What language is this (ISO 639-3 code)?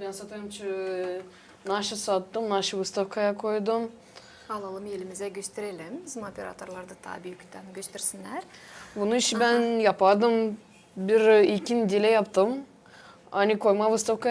gag